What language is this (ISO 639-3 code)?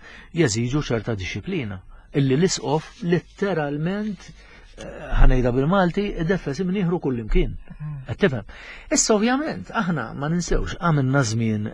mlt